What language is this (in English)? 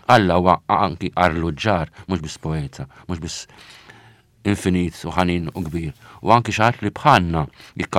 Maltese